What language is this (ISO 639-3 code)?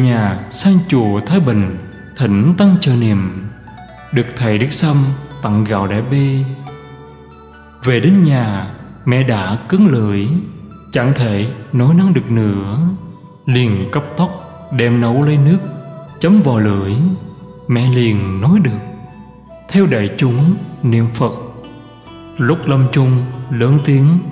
vie